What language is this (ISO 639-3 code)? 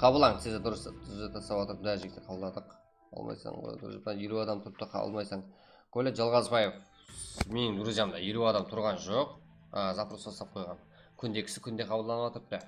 kaa